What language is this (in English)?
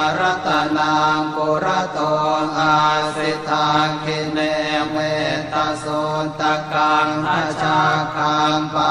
Pali